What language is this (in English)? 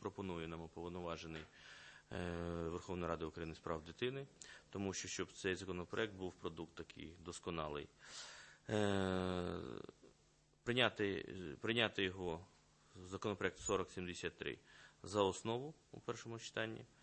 Ukrainian